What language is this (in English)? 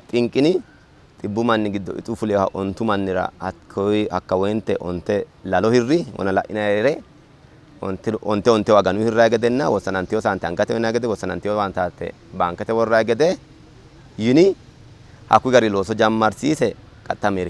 Sidamo